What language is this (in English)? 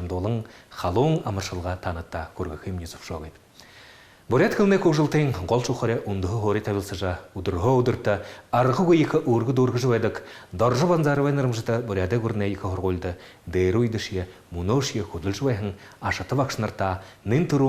Buriat